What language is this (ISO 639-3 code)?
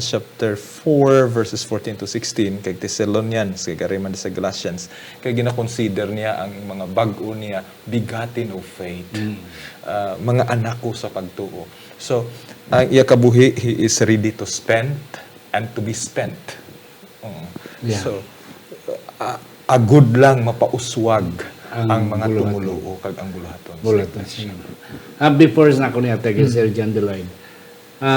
hil